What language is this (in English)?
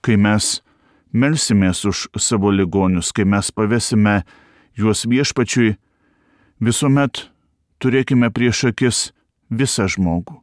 Lithuanian